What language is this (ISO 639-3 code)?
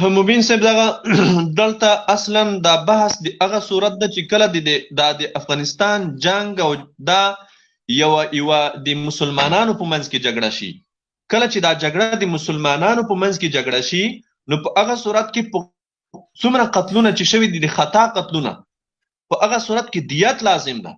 pus